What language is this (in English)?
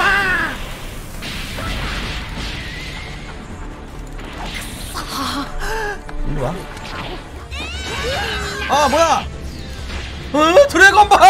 Korean